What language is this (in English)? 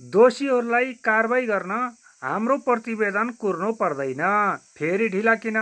Nepali